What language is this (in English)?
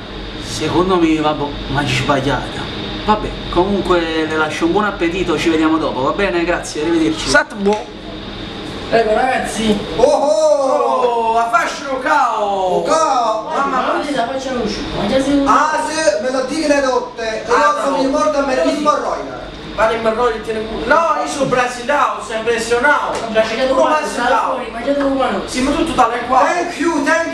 Neapolitan